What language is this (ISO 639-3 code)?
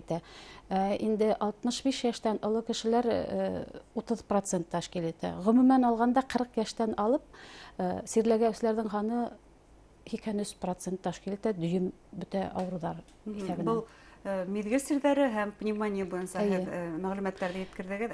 bak